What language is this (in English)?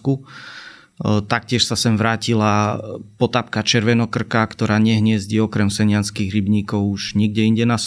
Slovak